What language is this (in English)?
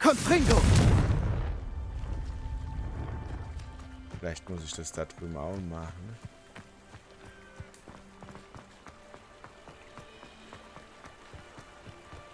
German